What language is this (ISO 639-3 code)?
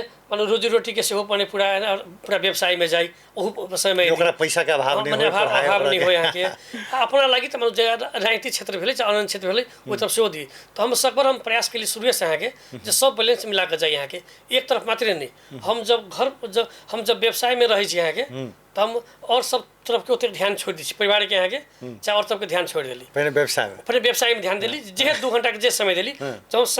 mai